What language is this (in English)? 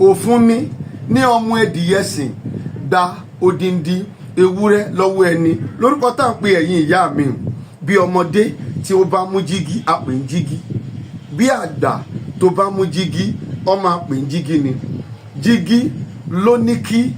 Yoruba